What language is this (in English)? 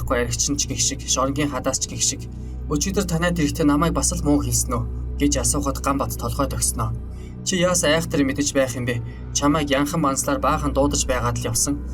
Mongolian